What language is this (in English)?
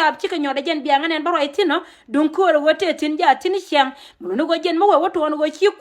Nuer